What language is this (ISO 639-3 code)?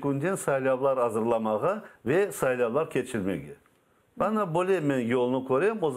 crh